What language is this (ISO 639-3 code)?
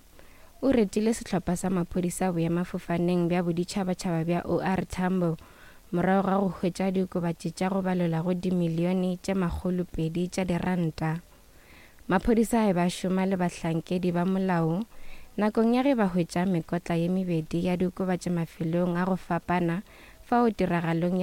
nso